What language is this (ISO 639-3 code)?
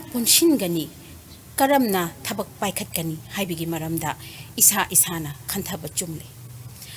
mni